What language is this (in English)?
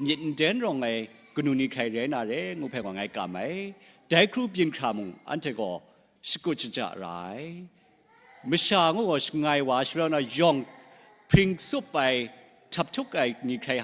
Kachin